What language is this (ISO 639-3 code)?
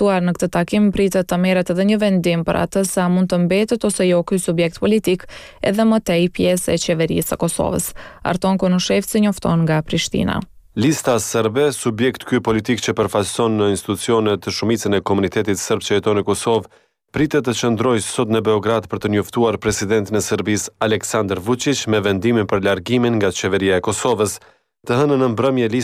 sqi